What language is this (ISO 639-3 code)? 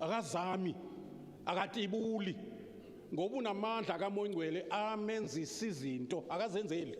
zul